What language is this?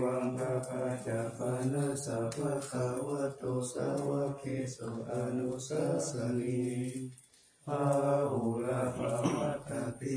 Pali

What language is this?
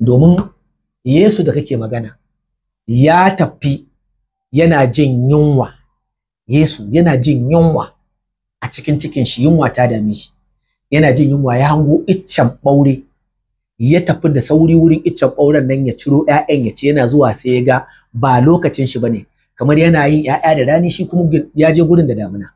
Hausa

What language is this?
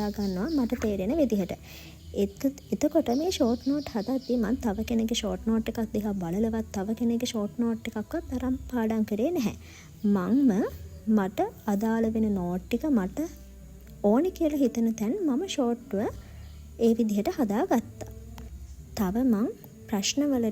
Sinhala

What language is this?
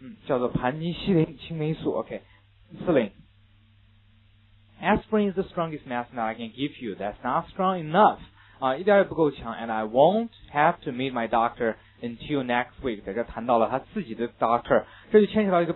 Chinese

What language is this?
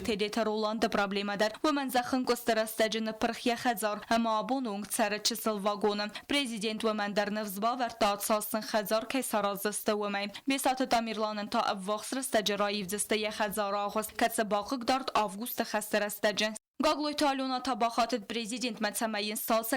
Ossetic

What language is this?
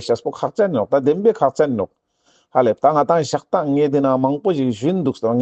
Ladakhi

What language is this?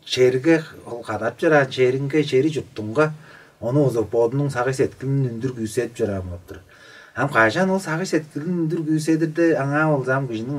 Tuvinian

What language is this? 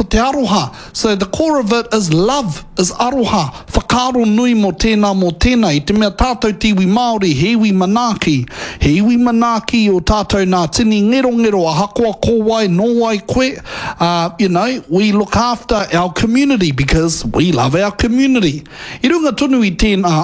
Māori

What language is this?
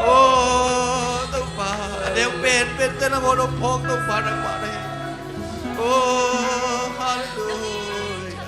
Tedim Chin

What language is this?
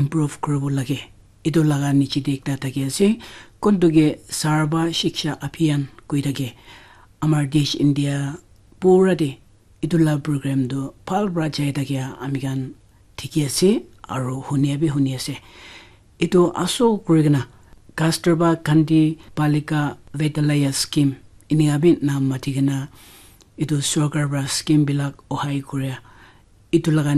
Naga Pidgin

